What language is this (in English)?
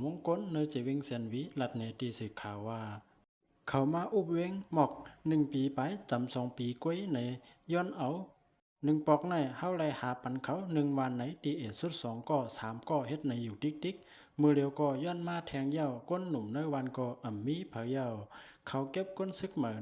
Shan